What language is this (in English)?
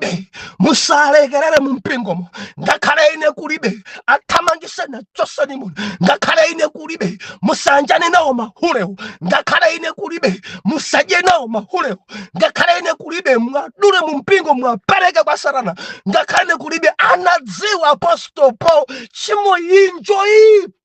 Nyanja